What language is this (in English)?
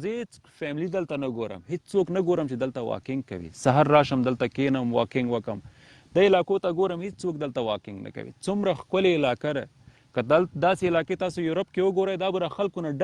Pashto